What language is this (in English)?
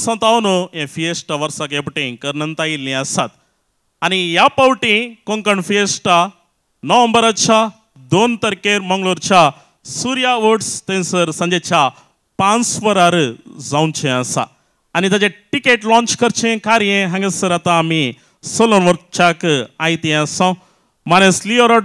Konkani